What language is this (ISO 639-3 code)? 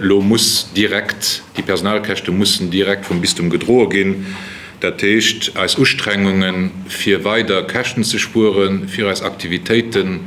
ltz